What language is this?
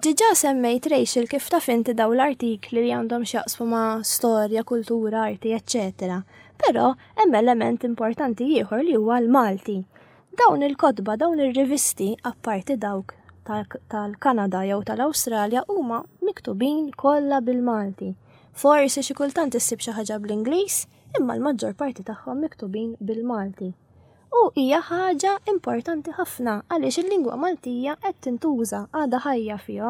Maltese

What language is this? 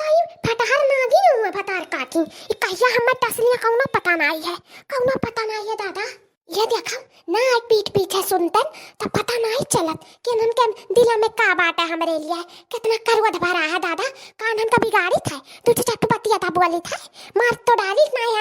Awadhi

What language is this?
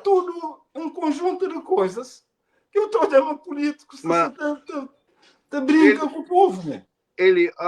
Kabuverdianu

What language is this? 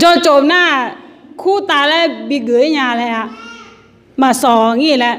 Akha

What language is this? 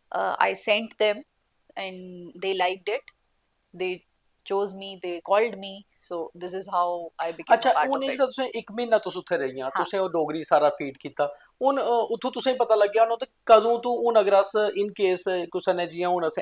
Dogri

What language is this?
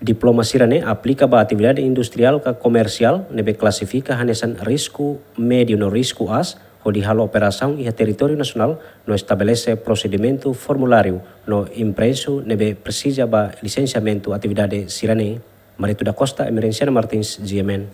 Tetum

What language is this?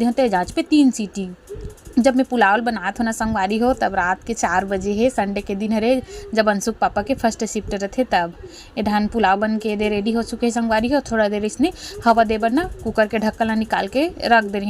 Chhattisgarhi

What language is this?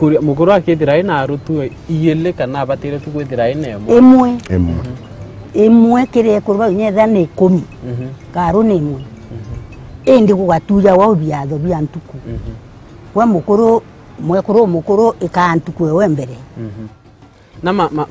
Meru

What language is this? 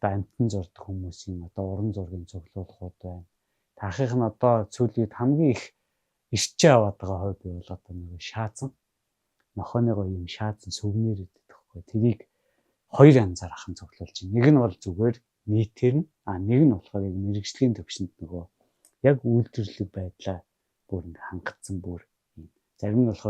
Mongolian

